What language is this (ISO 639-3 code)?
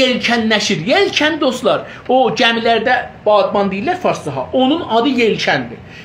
azb